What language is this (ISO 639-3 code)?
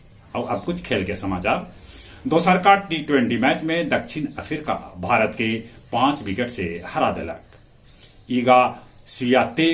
mag